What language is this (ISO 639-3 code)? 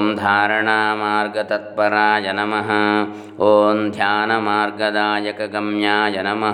san